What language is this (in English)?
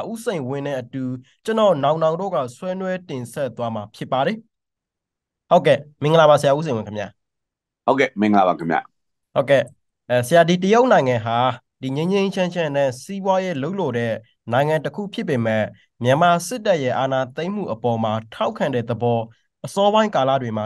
Burmese